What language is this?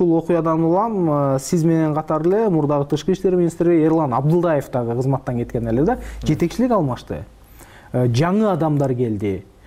Kyrgyz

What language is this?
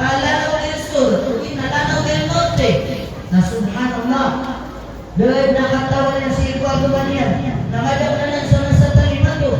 Maranao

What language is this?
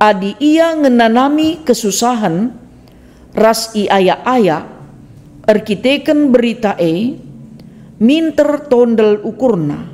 Batak Karo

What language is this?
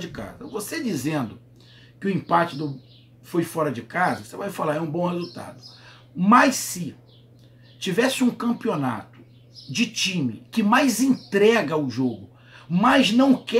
Portuguese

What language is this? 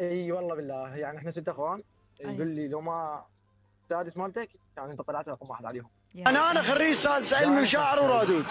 Mesopotamian Arabic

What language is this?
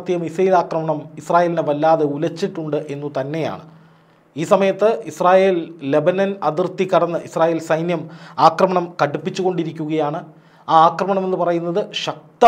Malayalam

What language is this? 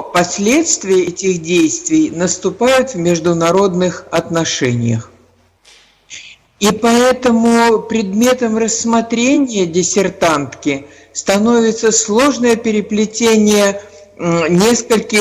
Russian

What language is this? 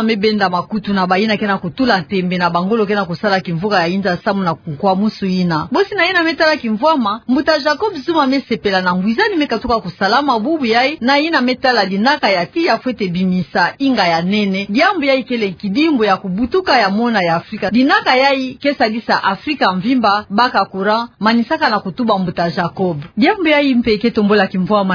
Kituba (Democratic Republic of Congo)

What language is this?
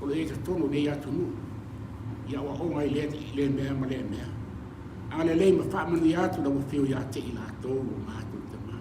Samoan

